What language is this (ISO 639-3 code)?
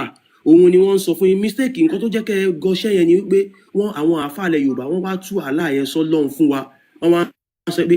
yor